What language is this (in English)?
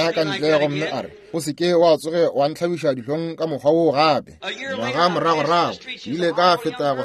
Northern Sotho